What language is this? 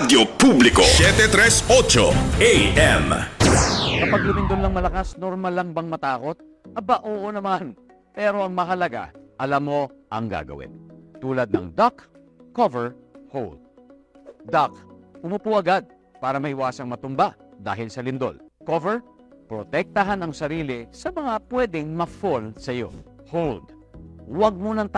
Filipino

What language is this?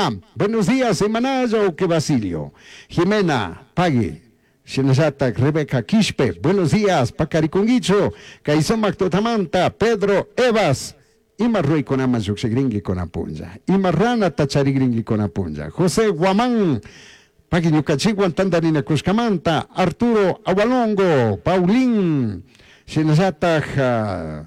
Chimborazo Highland Quichua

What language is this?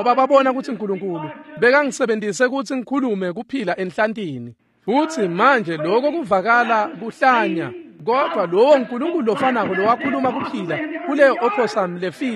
Swati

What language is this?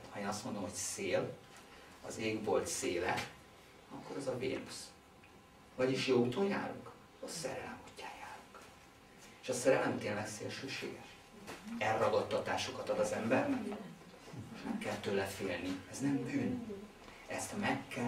Hungarian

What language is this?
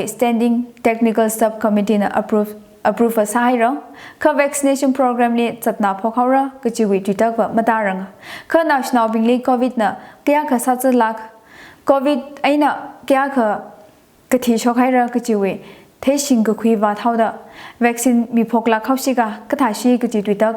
Tangkhul Naga (India)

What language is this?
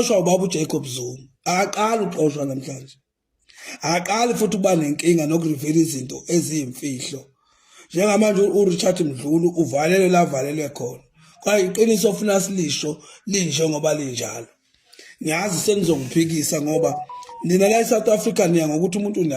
Zulu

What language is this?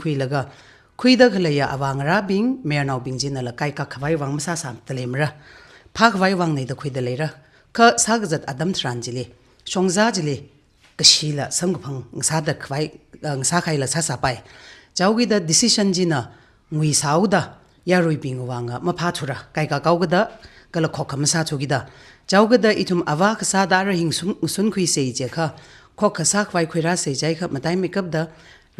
Tangkhul Naga (India)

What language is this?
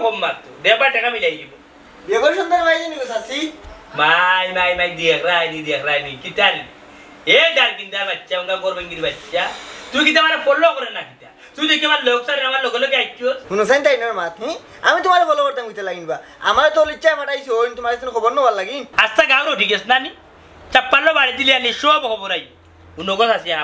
Sylheti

